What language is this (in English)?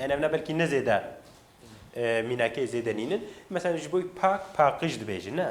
Kurdish